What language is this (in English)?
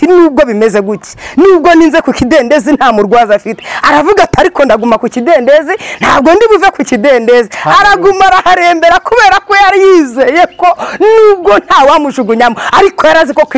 Kinyarwanda